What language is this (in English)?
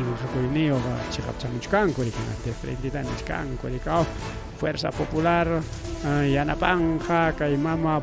Ayacucho Quechua